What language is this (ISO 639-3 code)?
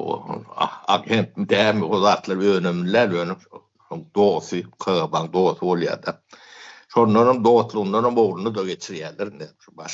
tuk